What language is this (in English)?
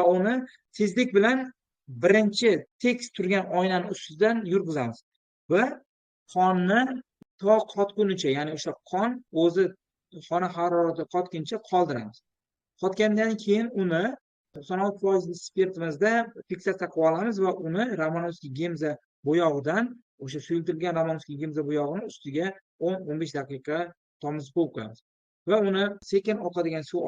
Uzbek